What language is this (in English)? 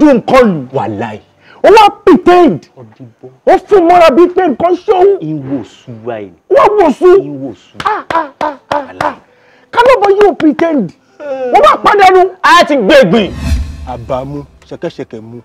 Yoruba